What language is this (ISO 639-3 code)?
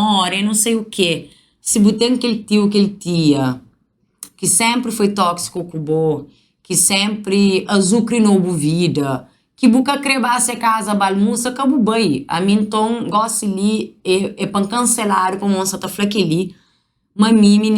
kea